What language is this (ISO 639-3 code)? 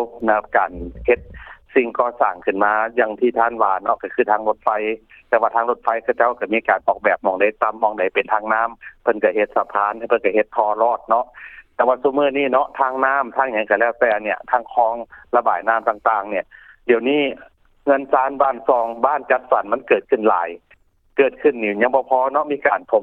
lao